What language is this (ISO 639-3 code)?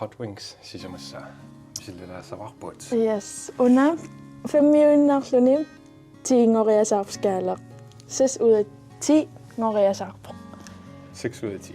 kal